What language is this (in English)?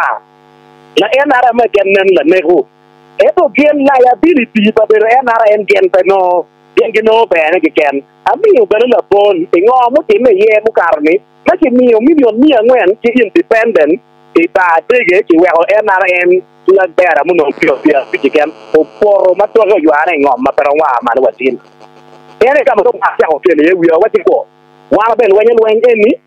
Acoli